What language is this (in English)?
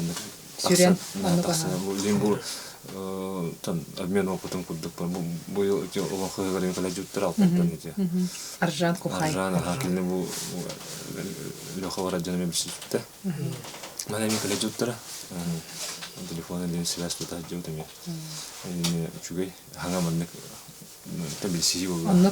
Yakut